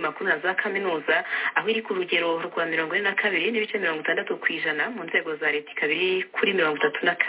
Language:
Kinyarwanda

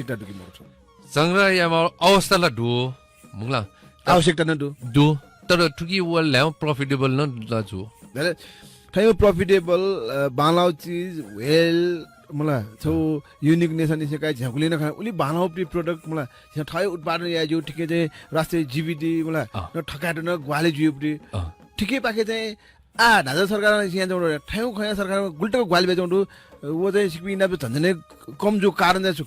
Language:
Newari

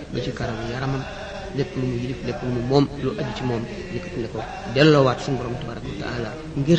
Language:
Wolof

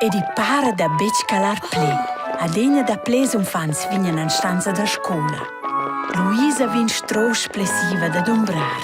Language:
Romansh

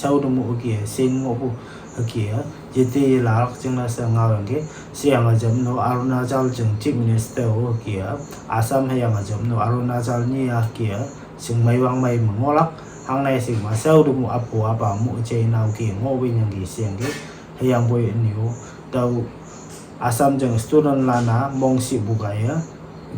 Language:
Konyak Naga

